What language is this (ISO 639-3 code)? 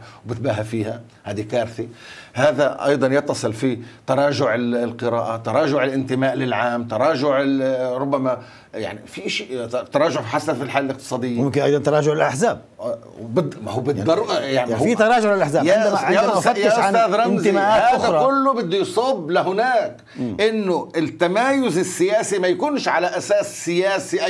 ara